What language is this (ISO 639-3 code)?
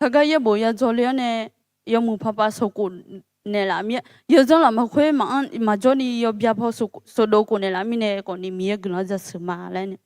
ahk